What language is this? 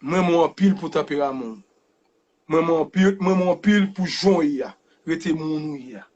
Haitian Creole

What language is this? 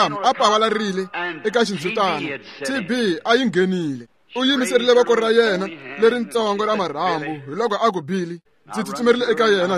Tsonga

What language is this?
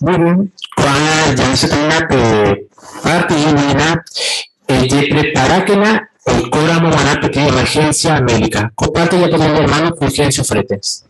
Guarani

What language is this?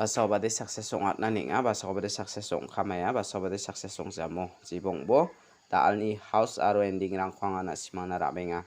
Garo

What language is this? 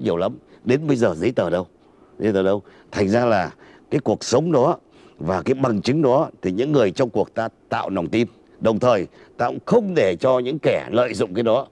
Vietnamese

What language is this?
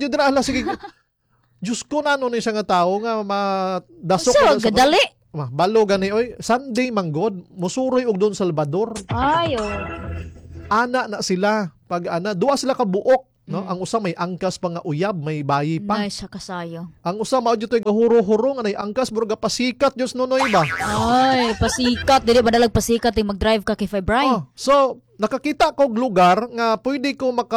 Cebuano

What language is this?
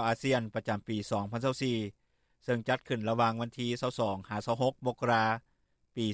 Lao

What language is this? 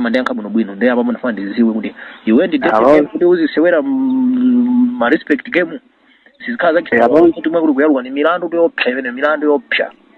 Nyanja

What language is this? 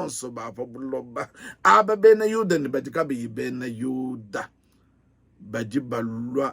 Luba-Lulua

